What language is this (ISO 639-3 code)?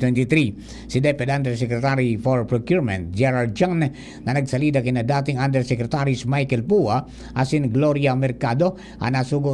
bik